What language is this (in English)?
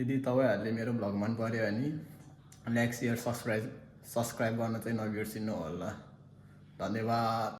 Nepali